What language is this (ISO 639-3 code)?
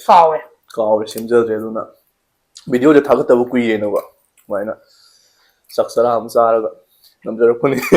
mni